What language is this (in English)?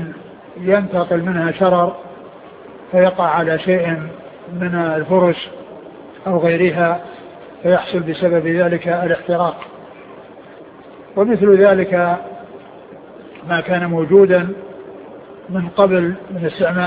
Arabic